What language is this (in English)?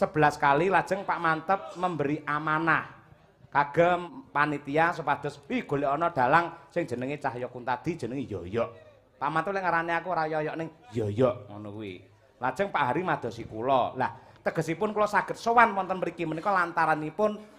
Javanese